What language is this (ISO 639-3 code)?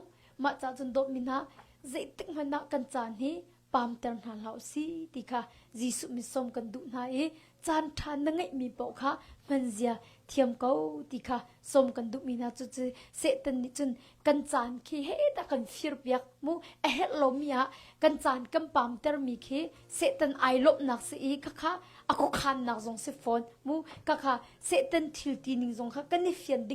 cnh